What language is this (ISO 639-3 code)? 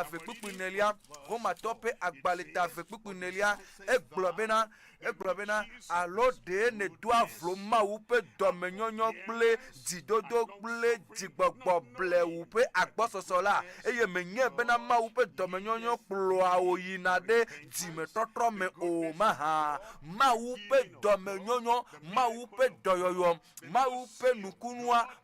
ewe